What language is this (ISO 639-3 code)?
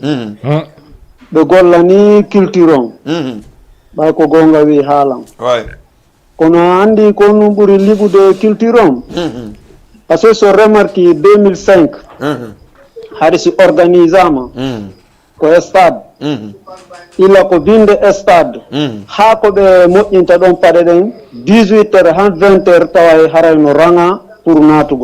ful